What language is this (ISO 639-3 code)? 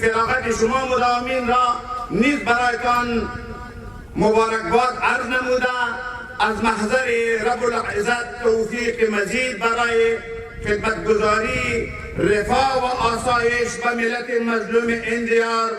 pus